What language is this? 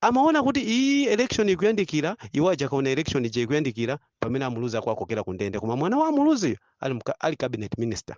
Nyanja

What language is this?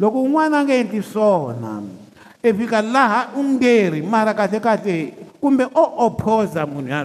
Tsonga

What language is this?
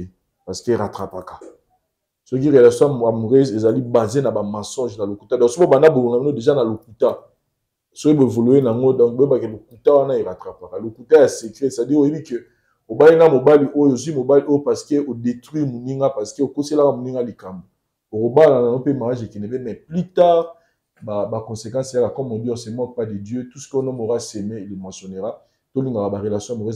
Lingala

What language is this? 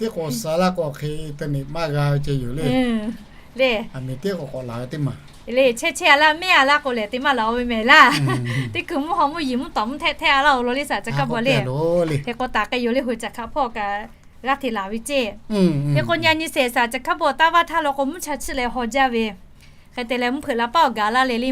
Lahu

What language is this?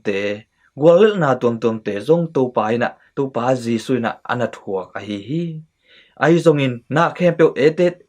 Tedim Chin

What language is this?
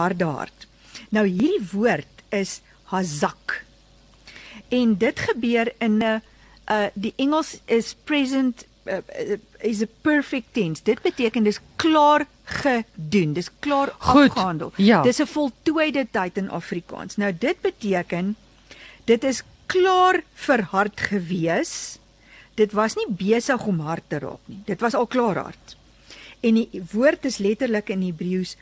Afrikaans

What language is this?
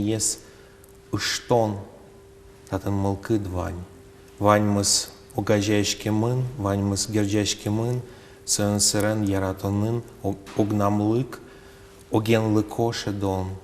Udmurt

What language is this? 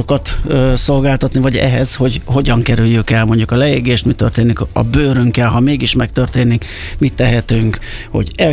Hungarian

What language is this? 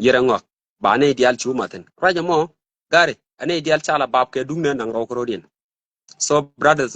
Nuer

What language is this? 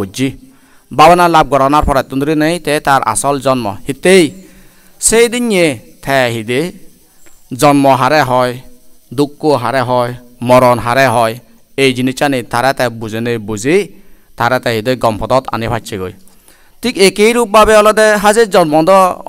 Chakma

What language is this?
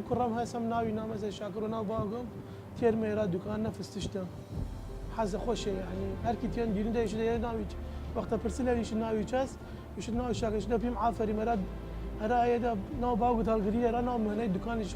Southern Kurdish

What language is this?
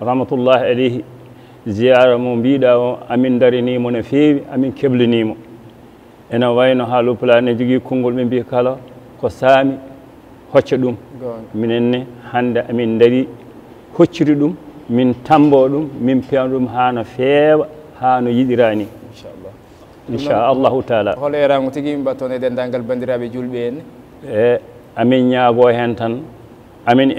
Fula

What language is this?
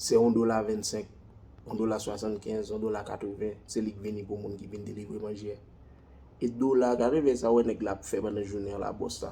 Haitian Creole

